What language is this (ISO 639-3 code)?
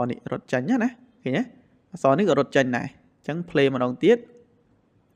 khm